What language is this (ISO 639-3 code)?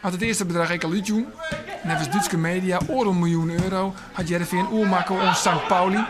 fry